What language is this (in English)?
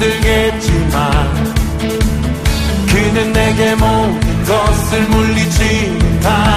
Korean